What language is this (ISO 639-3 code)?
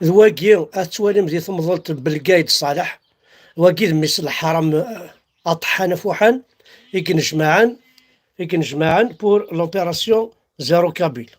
kab